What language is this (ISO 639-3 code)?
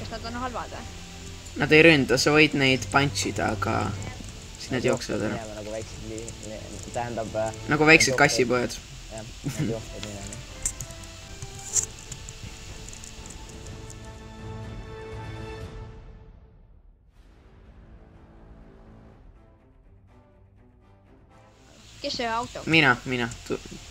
est